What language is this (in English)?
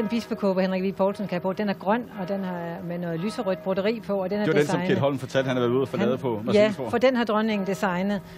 Danish